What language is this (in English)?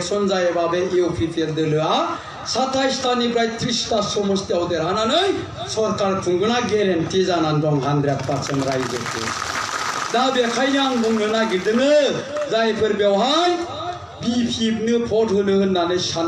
Bodo